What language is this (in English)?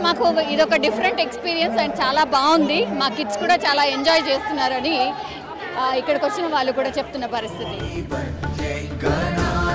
Telugu